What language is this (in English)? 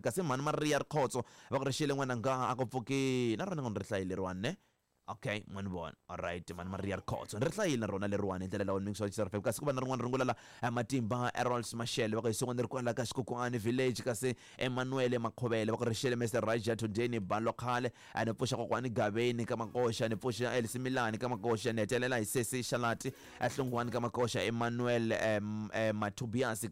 Tsonga